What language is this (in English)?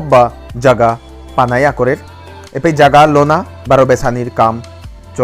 Bishnupriya